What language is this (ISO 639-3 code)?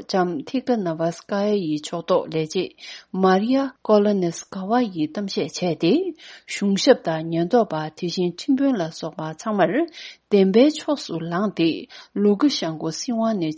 bod